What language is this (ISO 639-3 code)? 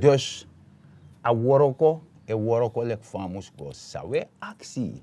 srn